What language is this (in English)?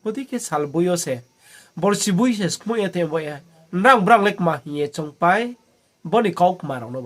Riang (India)